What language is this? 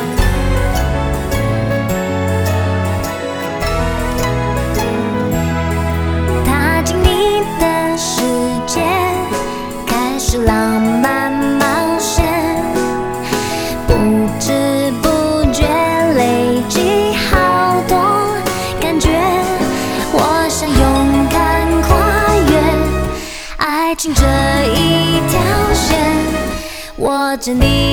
Chinese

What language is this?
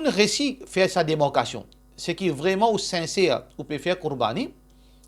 Morisyen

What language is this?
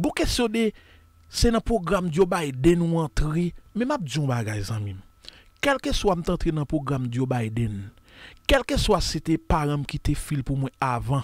Haitian Creole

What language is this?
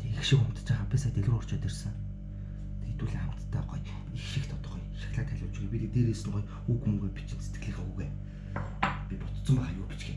Mongolian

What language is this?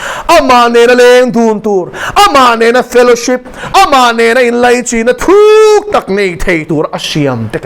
Mizo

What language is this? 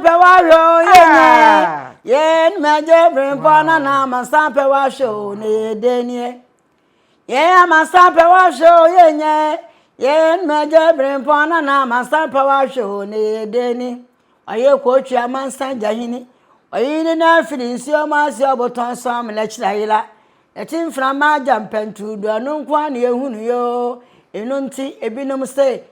Akan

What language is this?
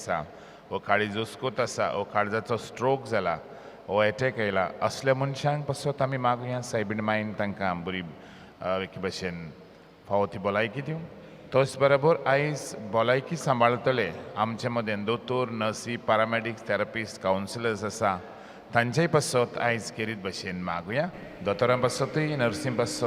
Konkani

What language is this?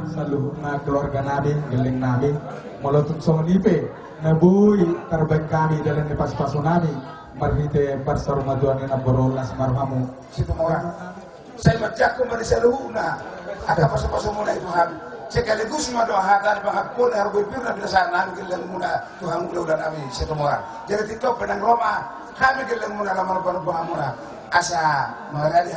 Batak Toba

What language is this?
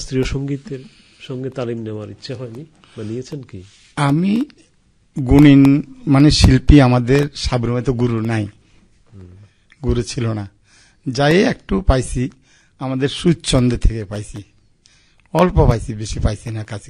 Bangla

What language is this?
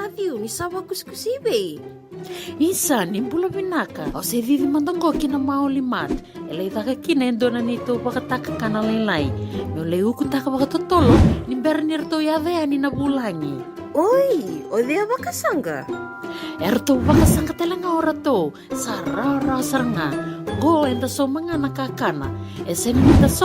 Fijian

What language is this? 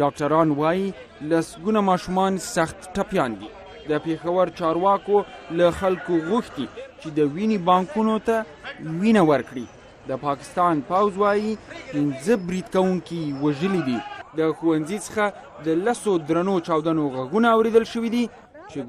Pashto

